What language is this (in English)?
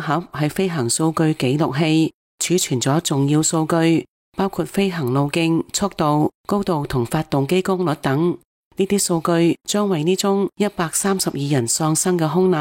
Cantonese